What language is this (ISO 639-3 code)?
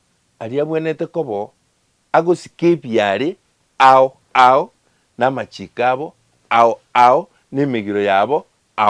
guz